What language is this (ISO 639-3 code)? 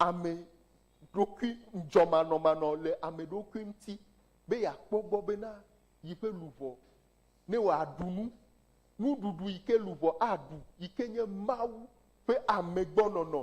ewe